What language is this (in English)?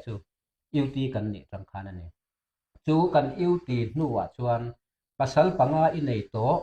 Mizo